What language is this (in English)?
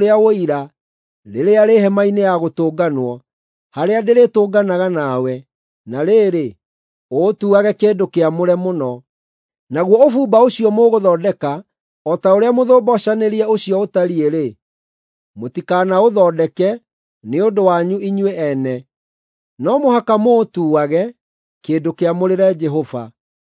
Kikuyu